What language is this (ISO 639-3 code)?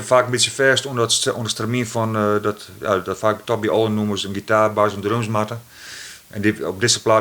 fry